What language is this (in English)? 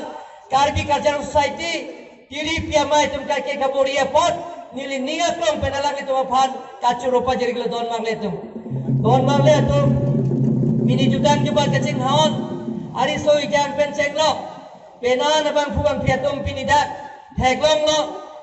Karbi